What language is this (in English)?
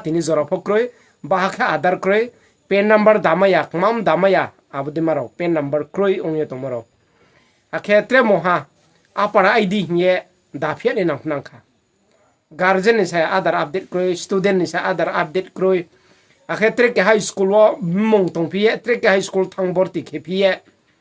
Riang (India)